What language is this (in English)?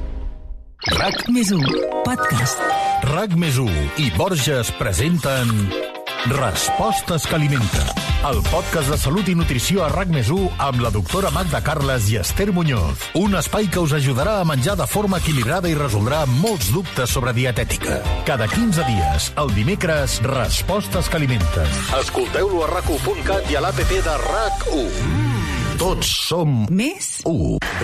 Catalan